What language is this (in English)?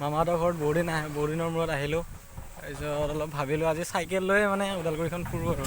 Assamese